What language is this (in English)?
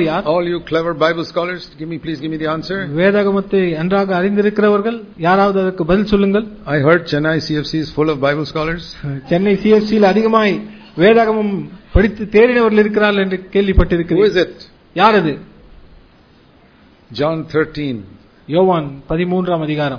Tamil